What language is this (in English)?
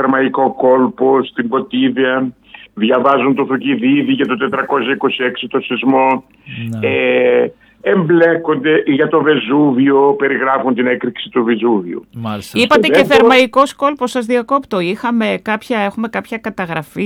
Greek